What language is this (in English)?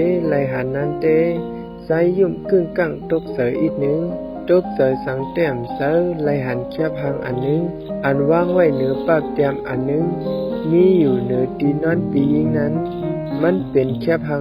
Shan